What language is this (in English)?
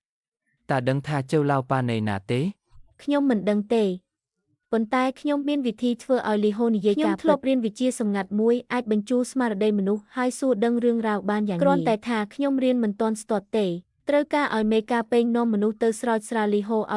Khmer